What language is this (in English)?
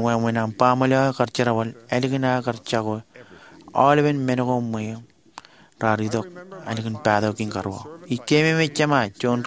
Marshallese